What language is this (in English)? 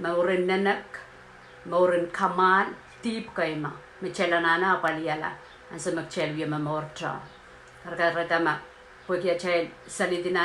Pohnpeian